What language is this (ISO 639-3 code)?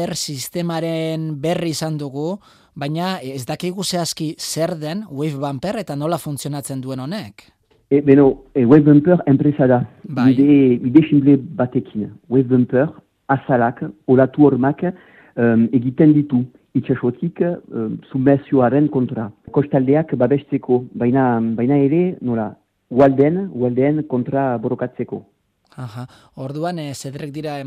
eus